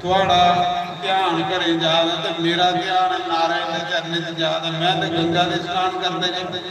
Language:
Dogri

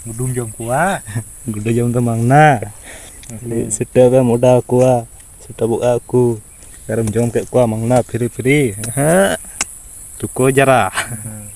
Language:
Santali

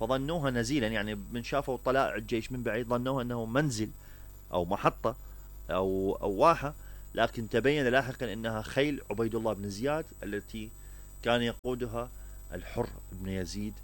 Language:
Mesopotamian Arabic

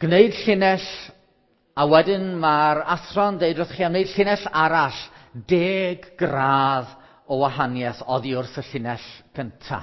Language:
Welsh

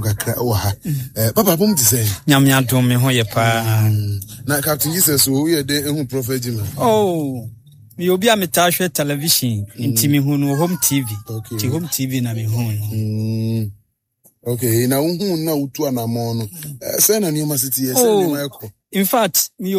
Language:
Akan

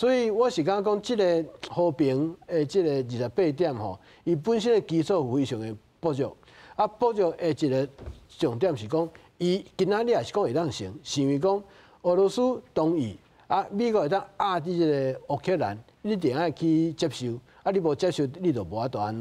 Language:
Min Nan Chinese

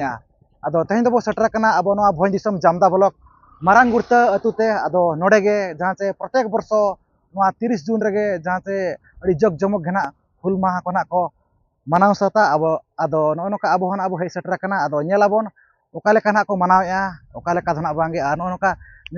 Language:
Santali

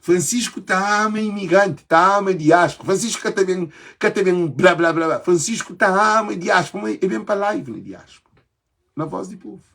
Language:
Kabuverdianu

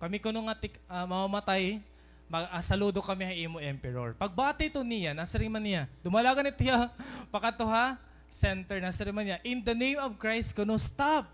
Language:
Waray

